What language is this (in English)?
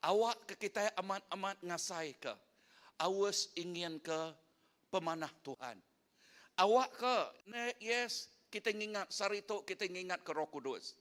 Iban